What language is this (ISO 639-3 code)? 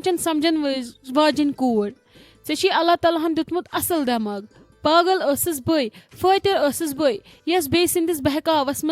kas